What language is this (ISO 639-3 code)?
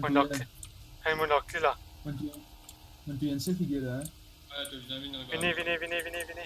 mfe